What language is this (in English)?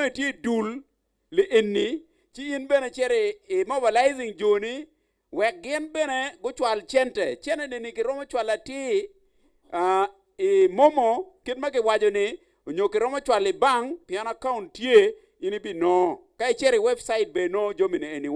Acoli